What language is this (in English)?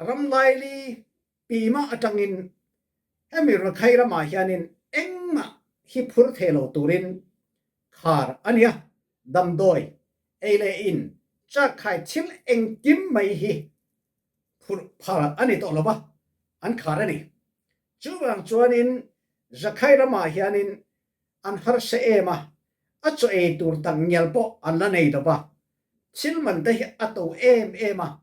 Mizo